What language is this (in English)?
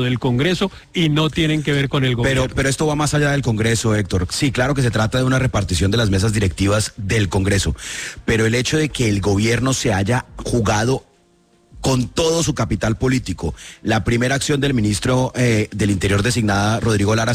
Spanish